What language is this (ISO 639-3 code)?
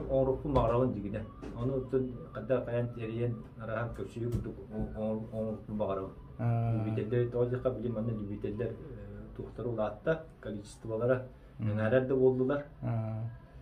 sah